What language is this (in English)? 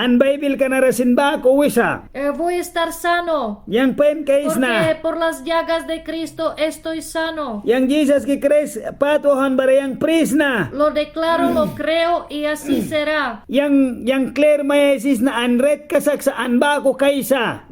Mískito